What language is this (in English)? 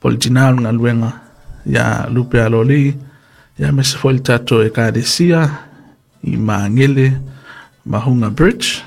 Samoan